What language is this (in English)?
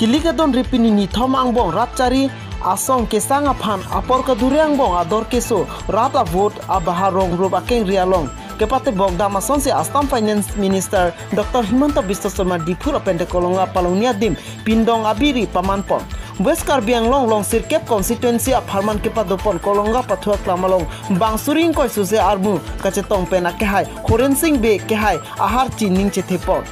Karbi